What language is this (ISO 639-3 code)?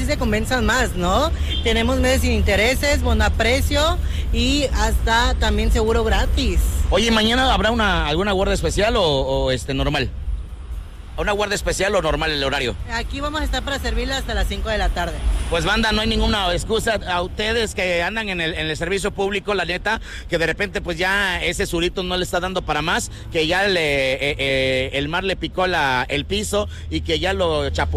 spa